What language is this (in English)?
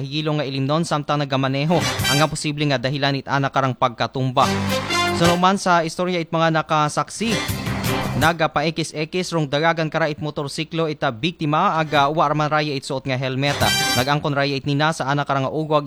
Aklanon